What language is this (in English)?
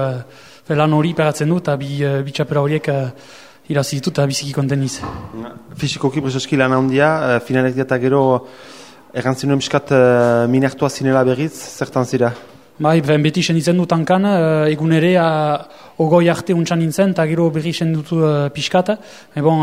Basque